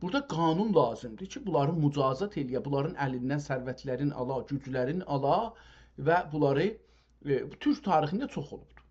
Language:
South Azerbaijani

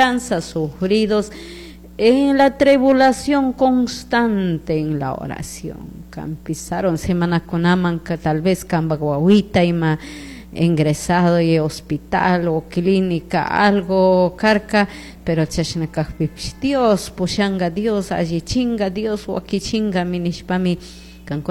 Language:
Chimborazo Highland Quichua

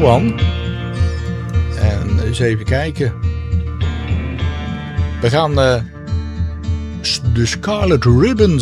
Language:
Dutch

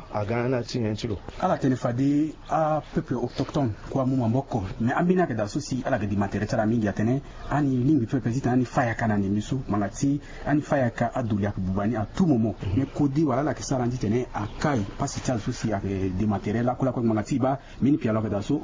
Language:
Sango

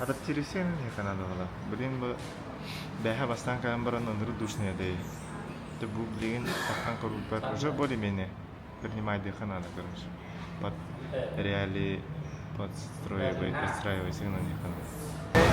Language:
Yakut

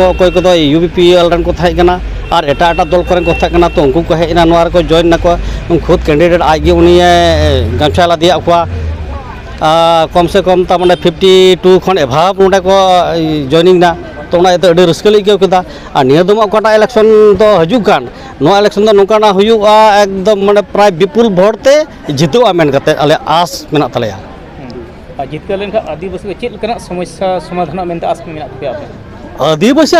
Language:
Santali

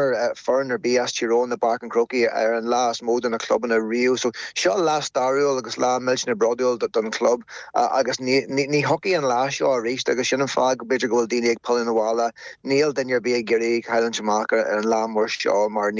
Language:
Irish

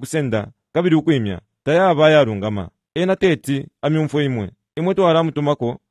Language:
Bemba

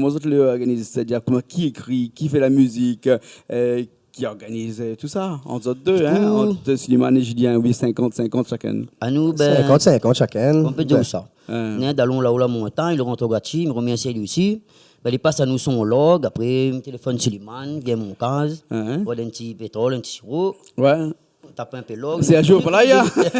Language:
Réunion Creole French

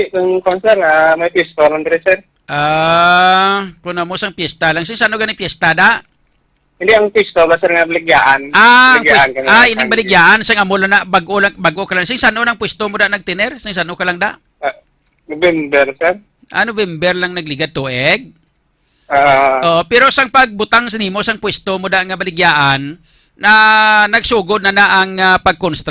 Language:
Hiligaynon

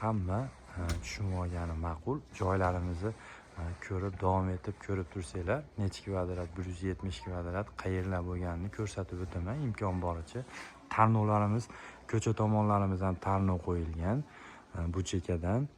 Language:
Uzbek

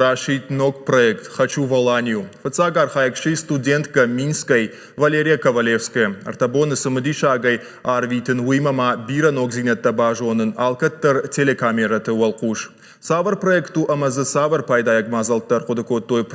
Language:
Ossetic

